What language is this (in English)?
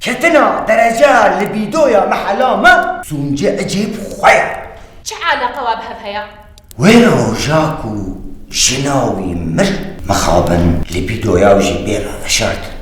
Kurdish